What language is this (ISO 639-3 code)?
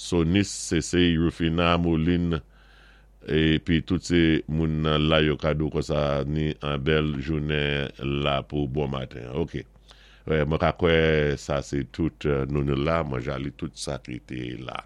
acf